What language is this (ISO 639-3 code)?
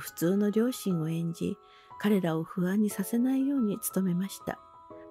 jpn